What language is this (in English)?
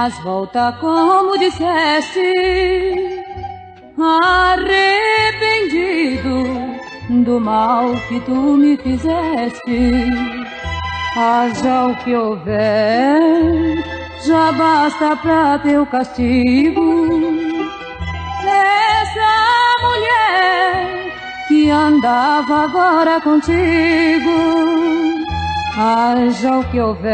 Portuguese